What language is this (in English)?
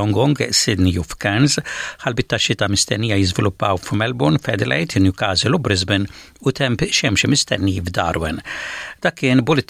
Maltese